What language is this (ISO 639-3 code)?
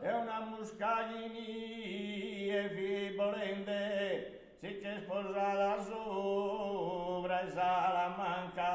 srd